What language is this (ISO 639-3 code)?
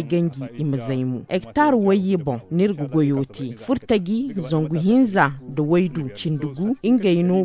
dje